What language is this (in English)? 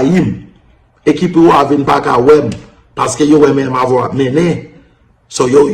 Haitian Creole